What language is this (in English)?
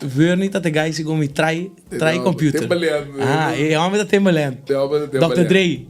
Papiamento